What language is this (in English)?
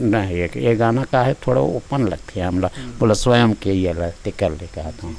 Chhattisgarhi